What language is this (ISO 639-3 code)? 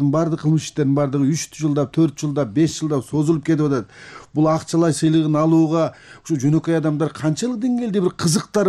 kir